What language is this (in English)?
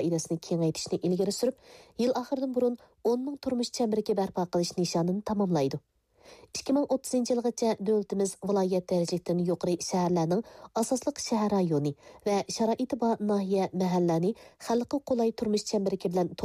Uyghur